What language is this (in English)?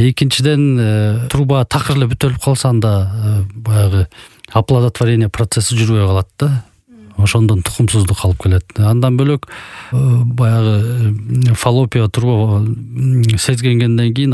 Kyrgyz